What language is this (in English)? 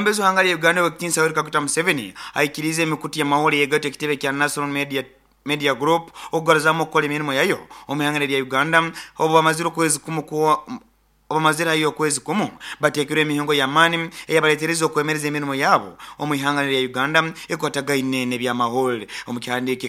Nyoro